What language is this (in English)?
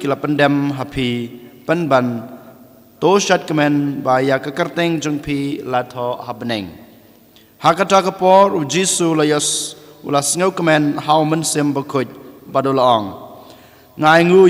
Khasi